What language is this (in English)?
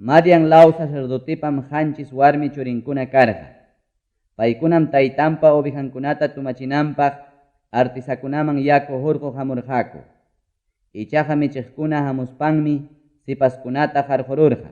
Ayacucho Quechua